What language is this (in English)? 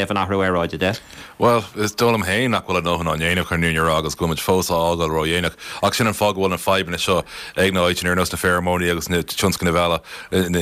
Irish